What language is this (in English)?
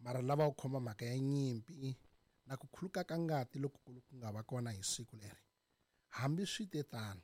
Tsonga